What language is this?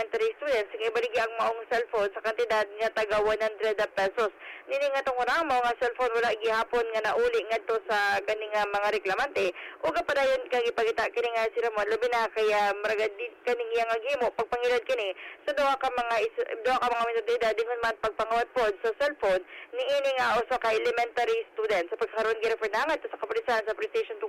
Cebuano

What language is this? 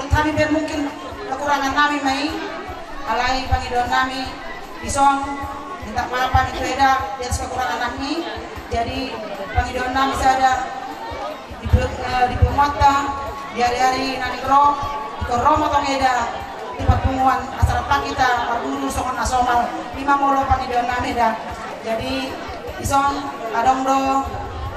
Batak Toba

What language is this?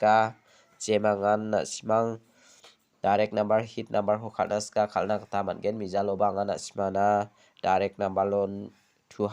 Garo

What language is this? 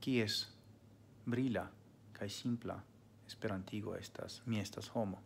Esperanto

